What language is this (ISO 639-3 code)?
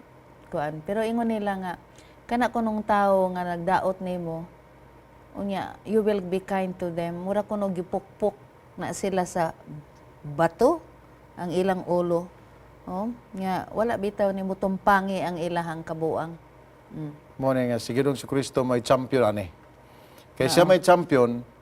ceb